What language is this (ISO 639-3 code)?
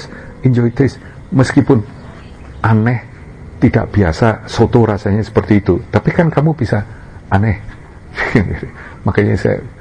ind